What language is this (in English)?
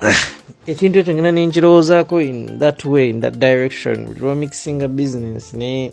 Ganda